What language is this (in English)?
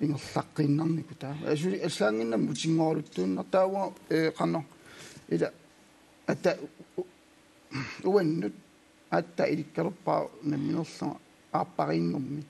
Kalaallisut